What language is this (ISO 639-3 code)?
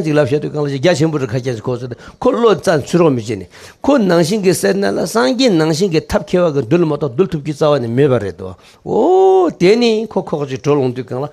bod